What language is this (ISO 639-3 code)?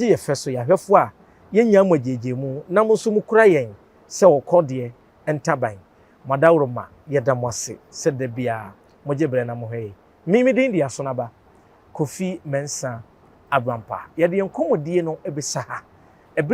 aka